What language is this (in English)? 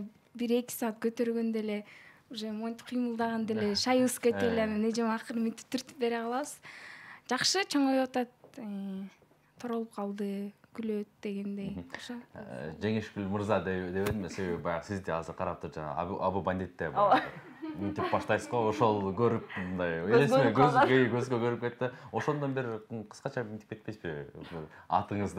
Kyrgyz